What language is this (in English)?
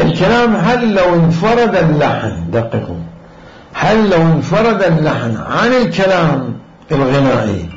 Mesopotamian Arabic